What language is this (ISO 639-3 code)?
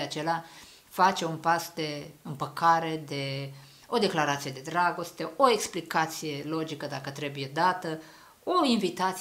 ron